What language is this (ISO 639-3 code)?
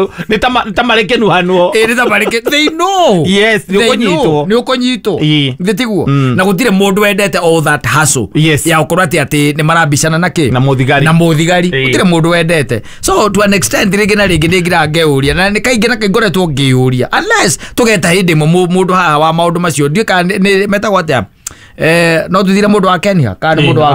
kik